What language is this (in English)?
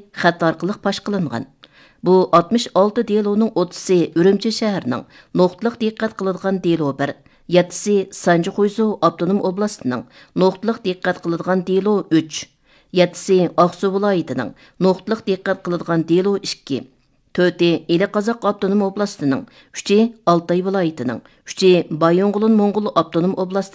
Uyghur